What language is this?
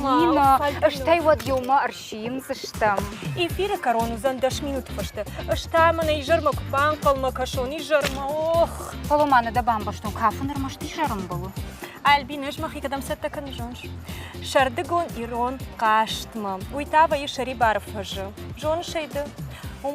Ossetic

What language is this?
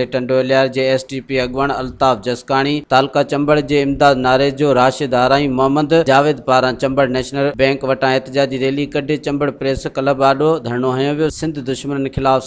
Sindhi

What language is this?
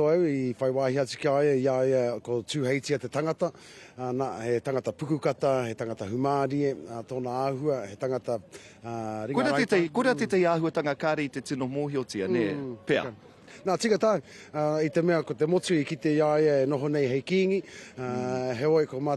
Māori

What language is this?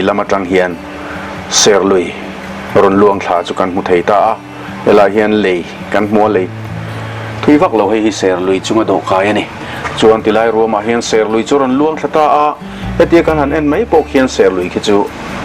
Mizo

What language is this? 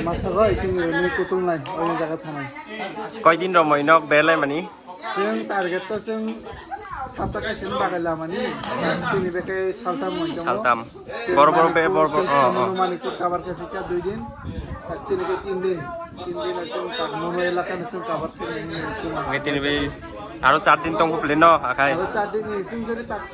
Kok Borok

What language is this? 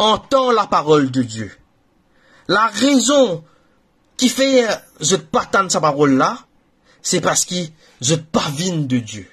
Morisyen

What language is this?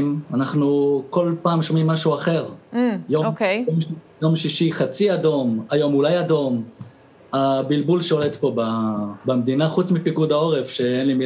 Hebrew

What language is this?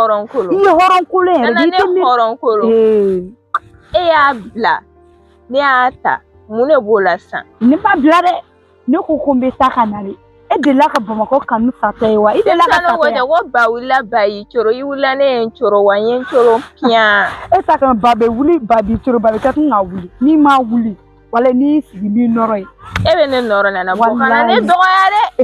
Bambara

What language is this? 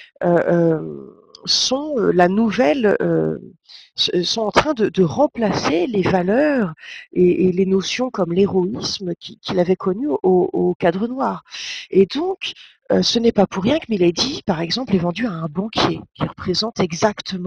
French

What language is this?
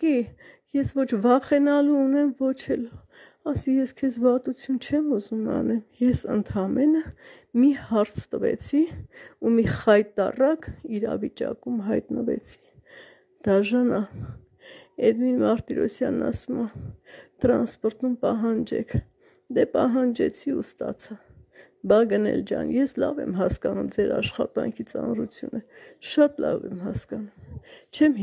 Armenian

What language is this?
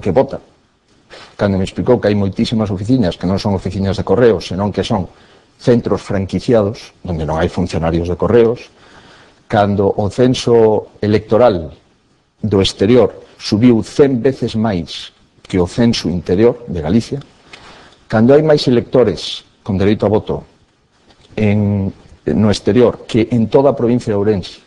Galician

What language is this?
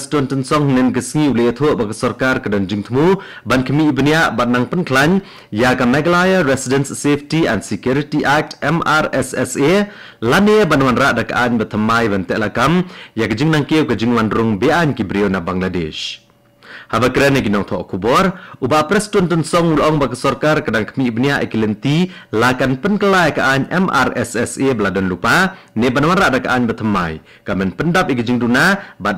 Khasi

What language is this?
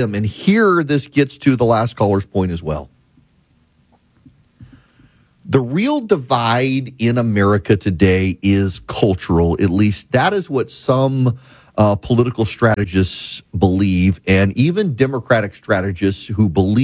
English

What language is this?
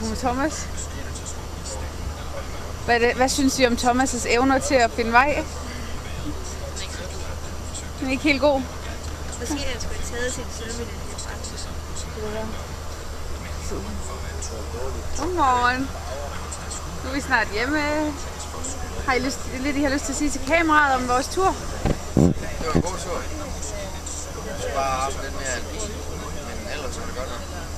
Danish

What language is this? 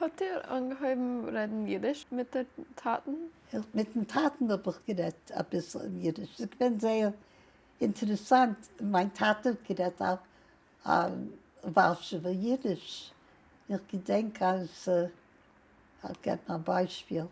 Yiddish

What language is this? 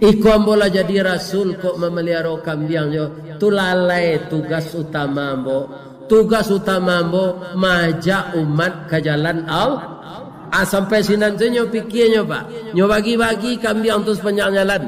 Minangkabau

